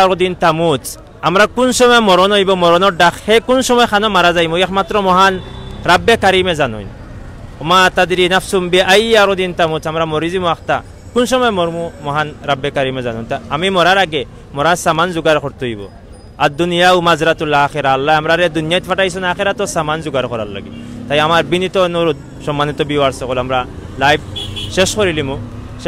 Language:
Sylheti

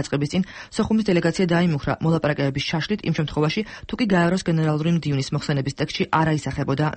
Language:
Georgian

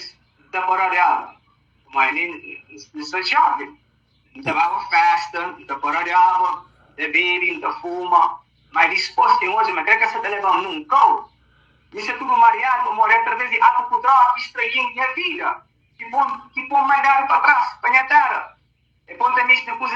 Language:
Kabuverdianu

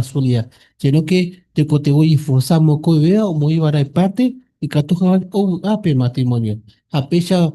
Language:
Guarani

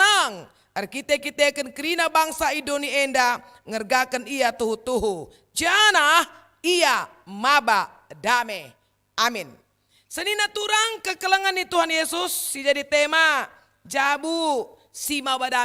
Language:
Batak Karo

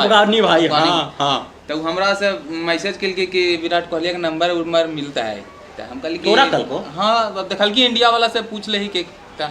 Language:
Magahi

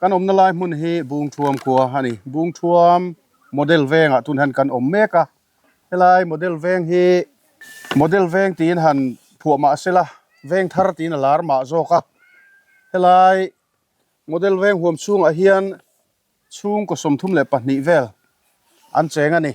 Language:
Mizo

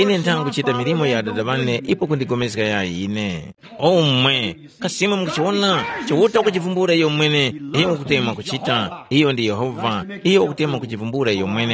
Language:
Tumbuka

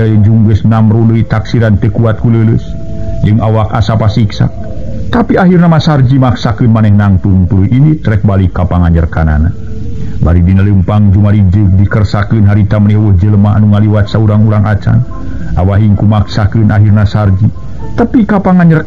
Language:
Sundanese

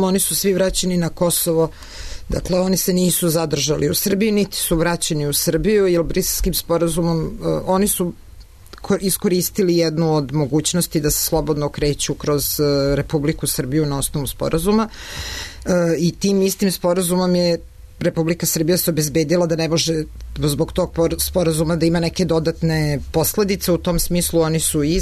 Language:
Serbian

